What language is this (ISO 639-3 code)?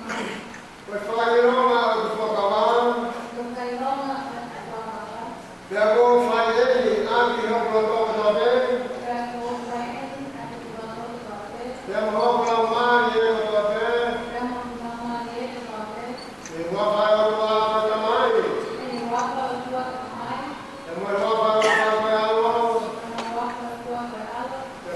ton